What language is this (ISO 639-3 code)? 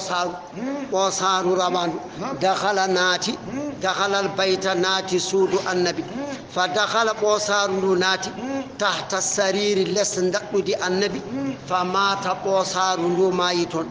ful